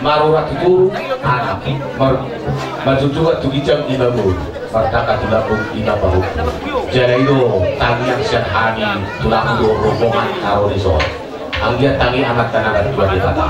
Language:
Batak Toba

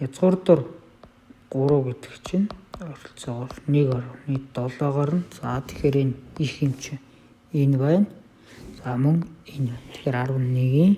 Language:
Mongolian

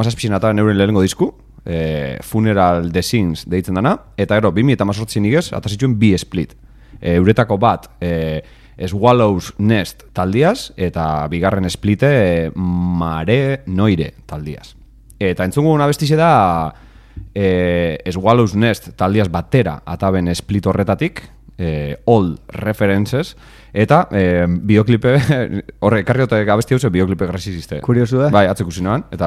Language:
Basque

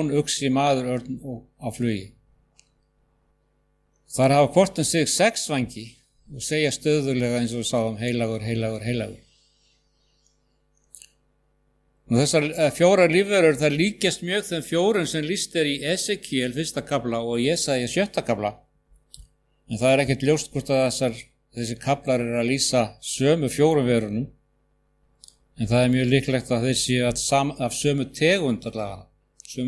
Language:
Icelandic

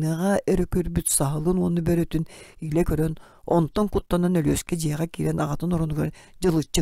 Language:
Yakut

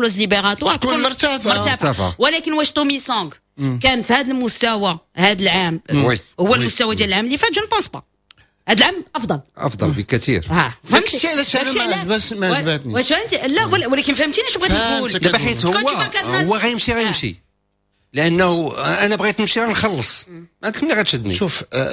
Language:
Moroccan Arabic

